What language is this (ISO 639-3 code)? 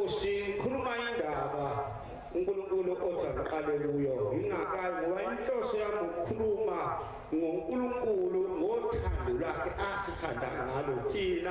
zul